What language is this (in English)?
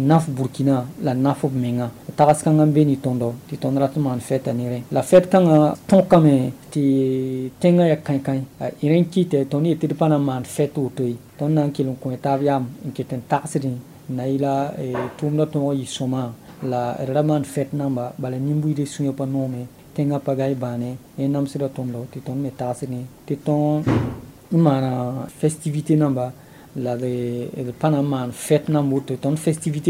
Mossi